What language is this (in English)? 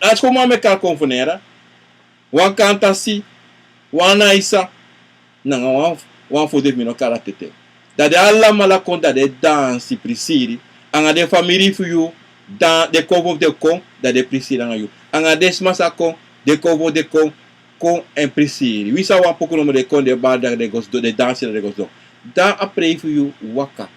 Sranan Tongo